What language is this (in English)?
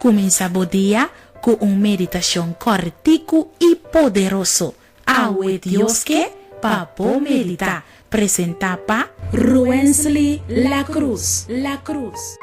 Papiamento